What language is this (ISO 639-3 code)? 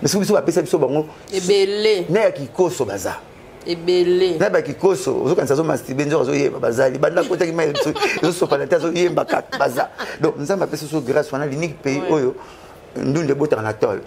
lin